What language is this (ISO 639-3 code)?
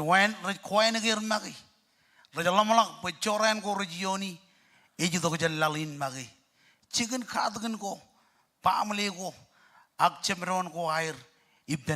mah